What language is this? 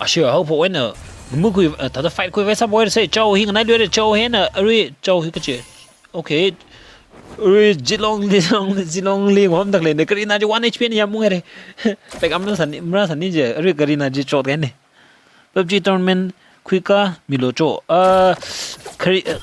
Tangkhul Naga (India)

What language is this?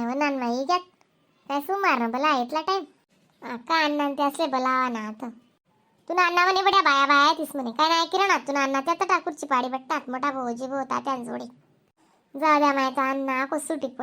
Khandesi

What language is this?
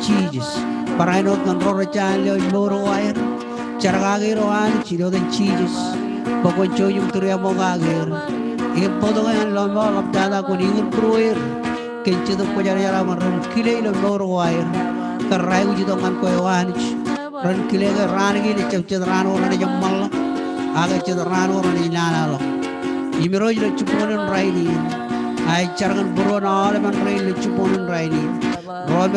Marshallese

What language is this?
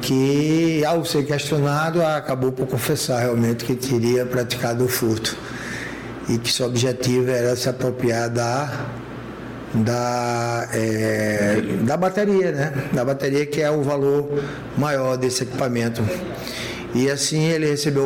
Portuguese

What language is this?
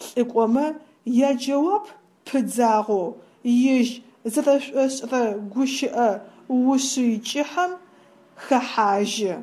Adyghe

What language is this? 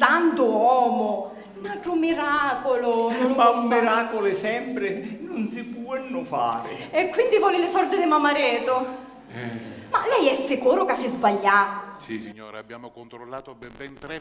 Sicilian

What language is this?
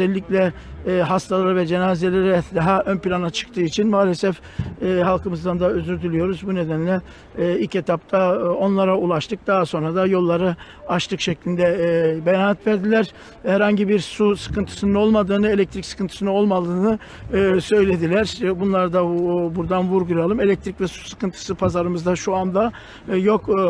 Turkish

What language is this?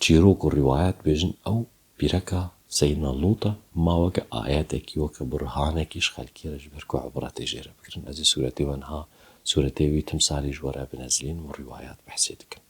Kurdish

